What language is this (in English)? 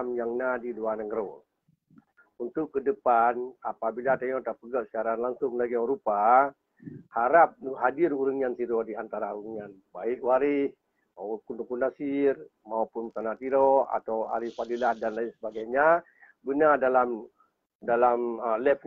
Achinese